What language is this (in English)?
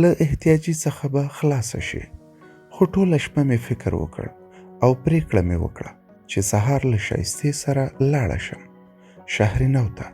Pashto